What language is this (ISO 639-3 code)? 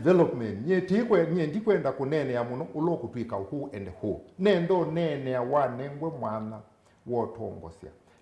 kam